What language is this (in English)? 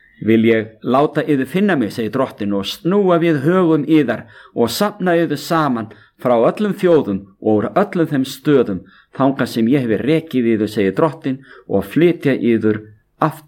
Icelandic